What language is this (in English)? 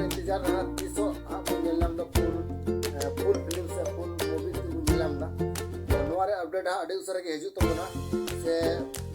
Santali